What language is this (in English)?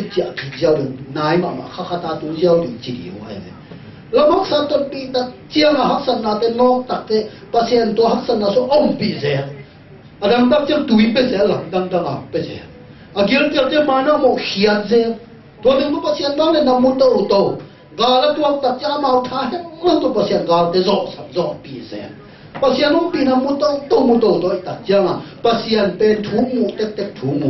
Tedim Chin